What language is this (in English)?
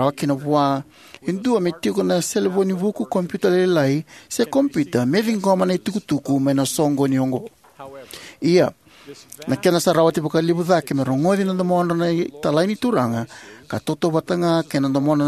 Fijian